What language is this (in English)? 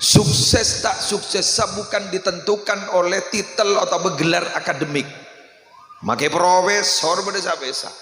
Madurese